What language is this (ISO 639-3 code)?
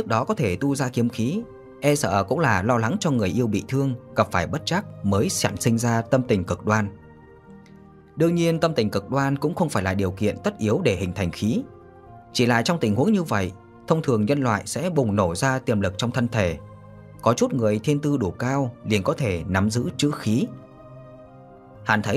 vie